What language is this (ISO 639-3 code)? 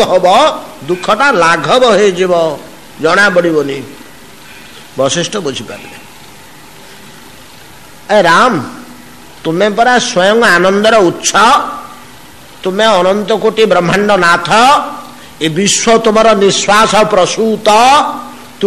ori